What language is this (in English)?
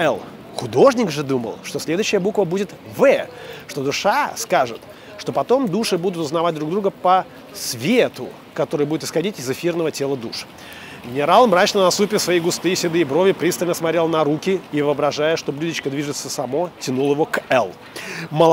Russian